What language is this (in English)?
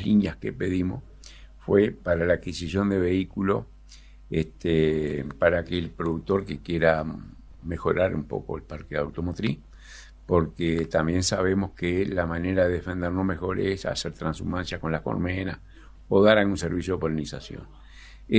Spanish